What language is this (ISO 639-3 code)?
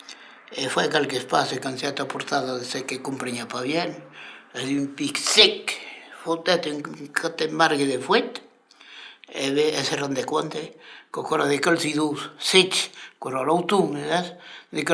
oci